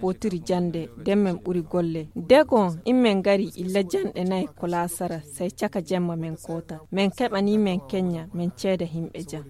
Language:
Nigerian Fulfulde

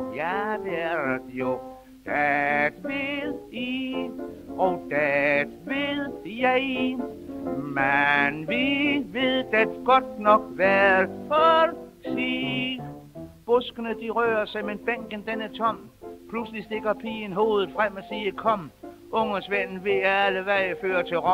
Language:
Danish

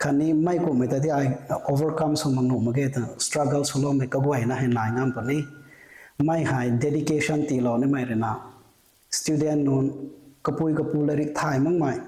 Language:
Rongmei Naga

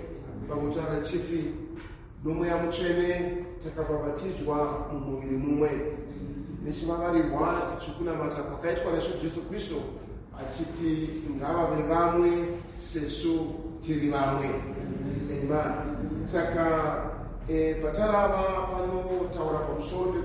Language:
Shona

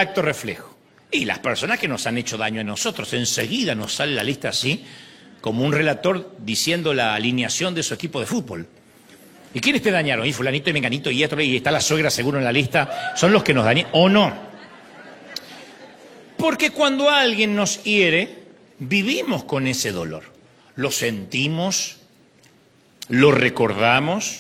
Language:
Spanish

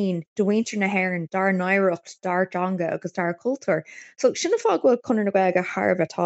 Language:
Irish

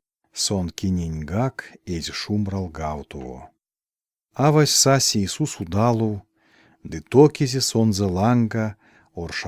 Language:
Erzya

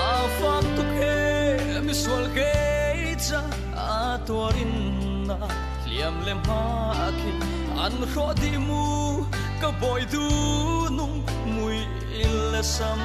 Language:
Falam Chin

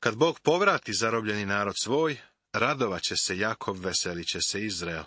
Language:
Serbian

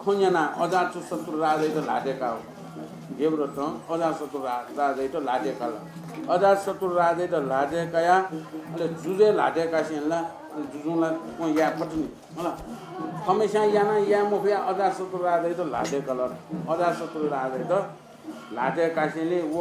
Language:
Newari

